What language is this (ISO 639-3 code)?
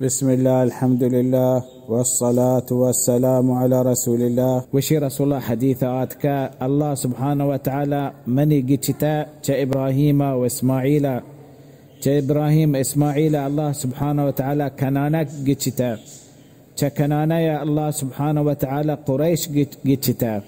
bal